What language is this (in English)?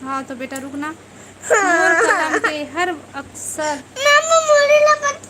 Chhattisgarhi